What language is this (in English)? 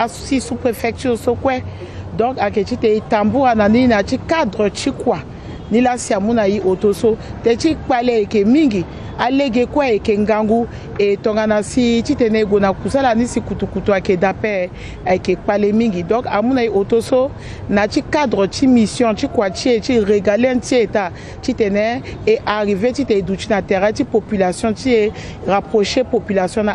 Sango